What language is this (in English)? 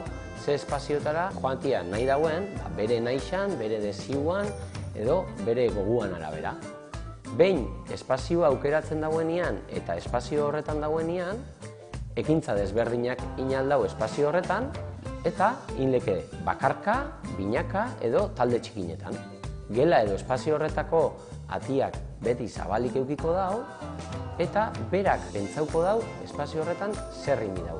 Basque